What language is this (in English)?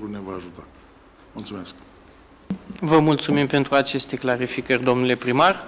Romanian